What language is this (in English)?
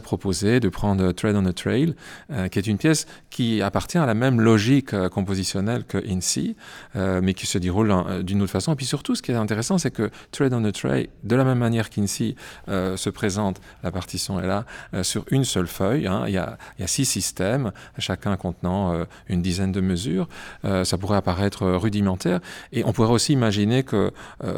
French